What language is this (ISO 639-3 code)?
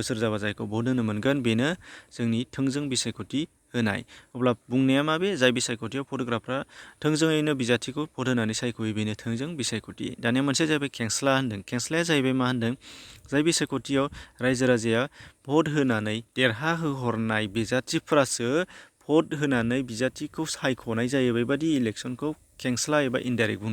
brx